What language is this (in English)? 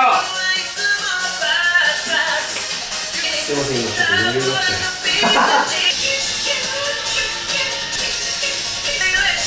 Japanese